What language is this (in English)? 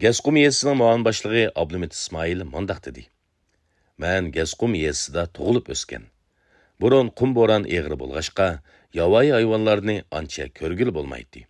Uyghur